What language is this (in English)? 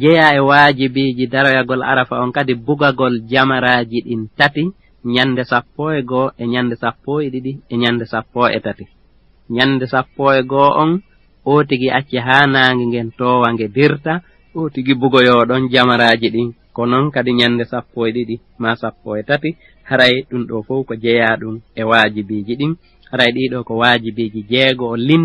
Fula